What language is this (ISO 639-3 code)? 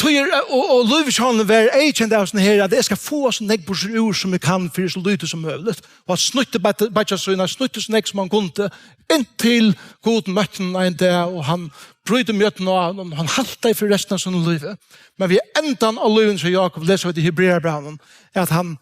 fao